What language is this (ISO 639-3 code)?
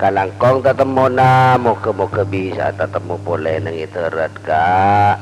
mad